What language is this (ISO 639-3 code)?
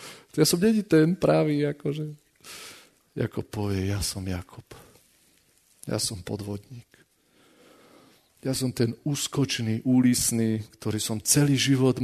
slk